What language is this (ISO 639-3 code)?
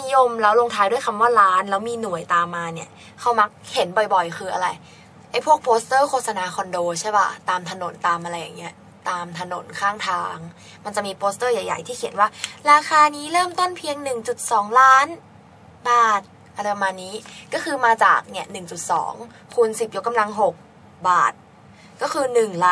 tha